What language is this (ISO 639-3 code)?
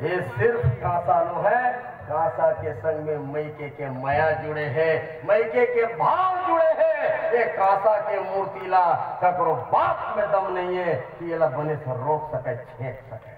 hne